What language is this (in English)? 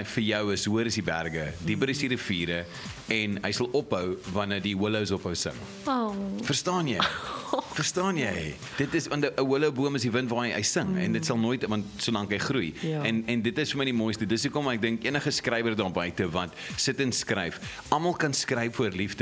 Afrikaans